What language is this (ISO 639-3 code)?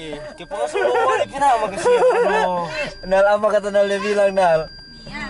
xmm